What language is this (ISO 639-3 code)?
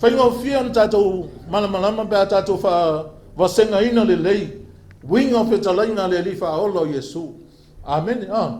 smo